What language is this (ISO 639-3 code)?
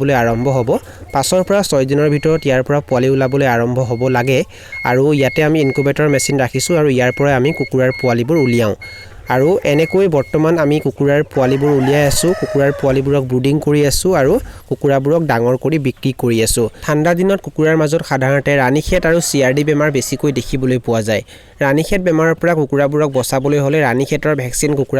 asm